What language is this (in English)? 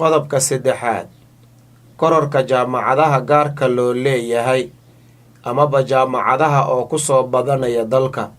Somali